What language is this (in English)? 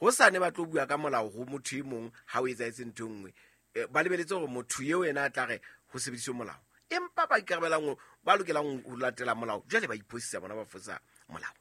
Southern Sotho